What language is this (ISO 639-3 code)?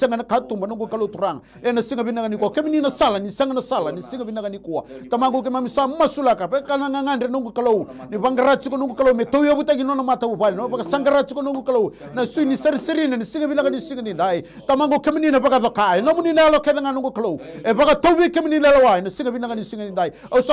fij